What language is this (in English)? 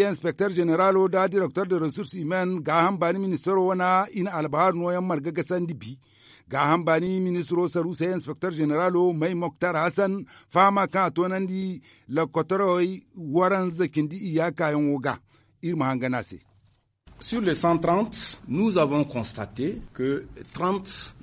Zarma